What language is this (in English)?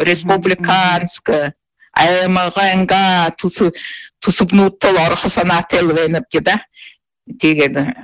Buriat